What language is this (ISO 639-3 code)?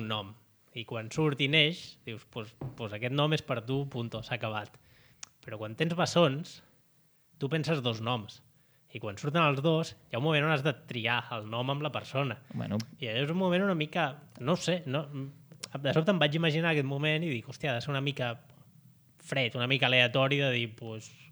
cat